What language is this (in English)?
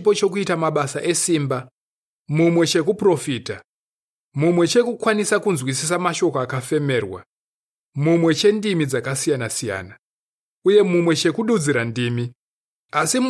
Shona